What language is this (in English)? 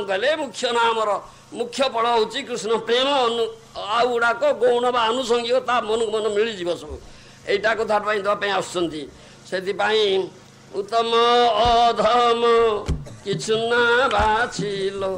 Odia